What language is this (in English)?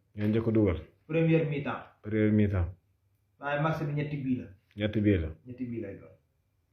Wolof